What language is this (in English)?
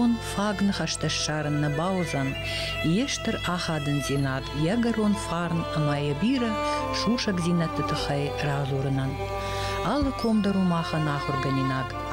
Ossetic